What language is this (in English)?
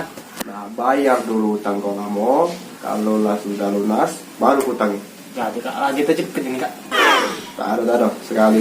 Musi